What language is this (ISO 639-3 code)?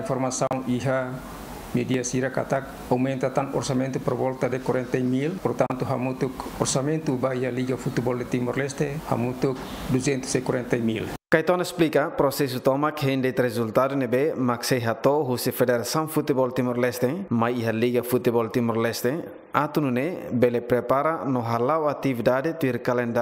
tet